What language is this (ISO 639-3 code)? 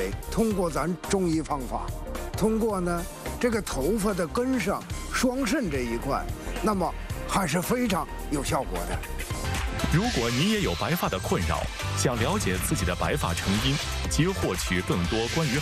zho